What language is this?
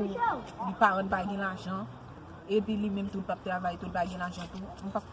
Haitian Creole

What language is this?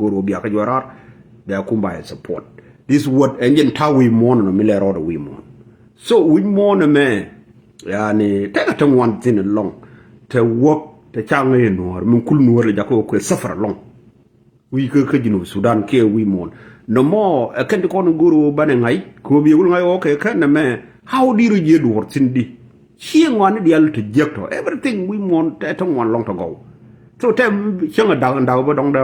Nuer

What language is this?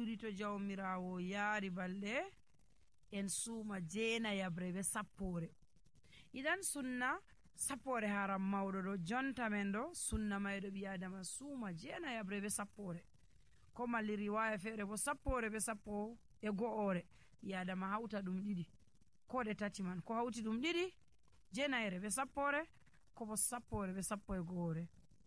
Nigerian Fulfulde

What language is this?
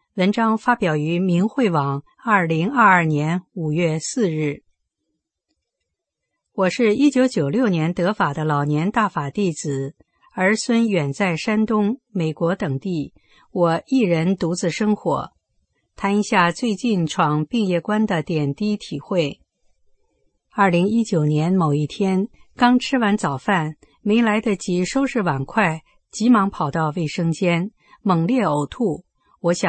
Chinese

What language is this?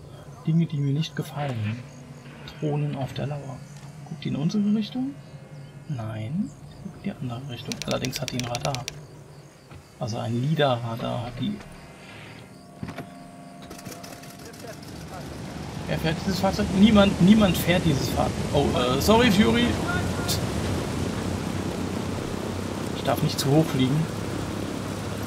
German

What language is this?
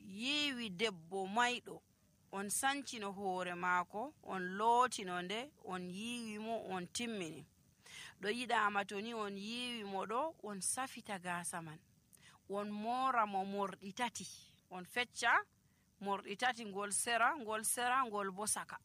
Nigerian Fulfulde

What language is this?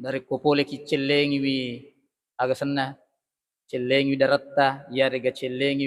Buginese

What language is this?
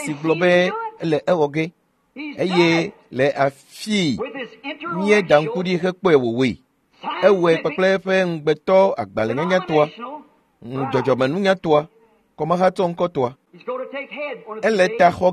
Ewe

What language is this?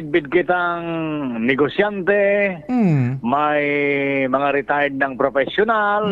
Bikol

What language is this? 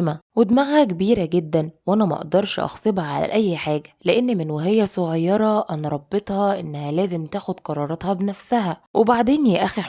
Egyptian Arabic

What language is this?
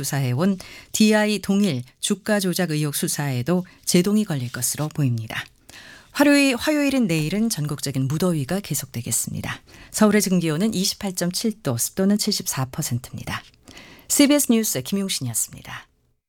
Korean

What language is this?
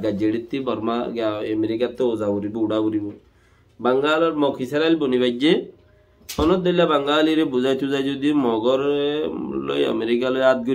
Rohingya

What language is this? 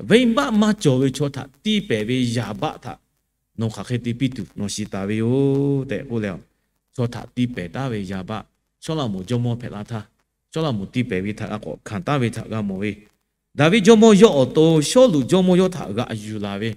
Lahu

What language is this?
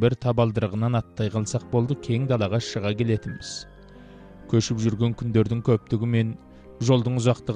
Kazakh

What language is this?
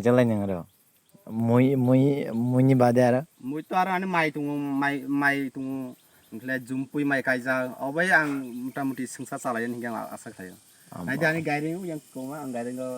Kok Borok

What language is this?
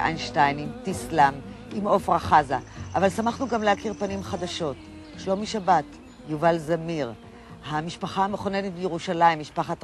Hebrew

